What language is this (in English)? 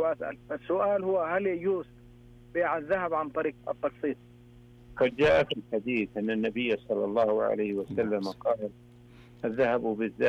Arabic